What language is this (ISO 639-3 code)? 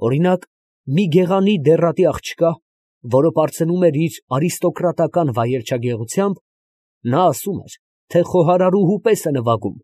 hye